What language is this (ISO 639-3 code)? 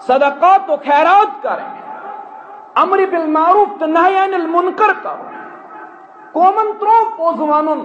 kas